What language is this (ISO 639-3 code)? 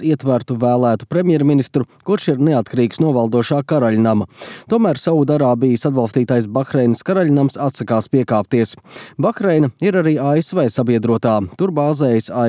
lav